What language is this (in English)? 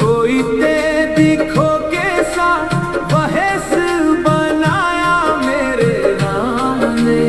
Dogri